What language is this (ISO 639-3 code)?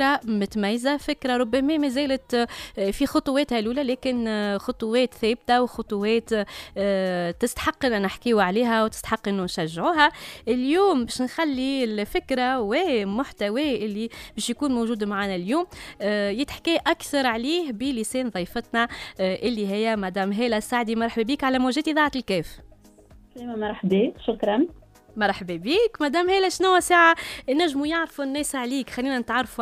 aeb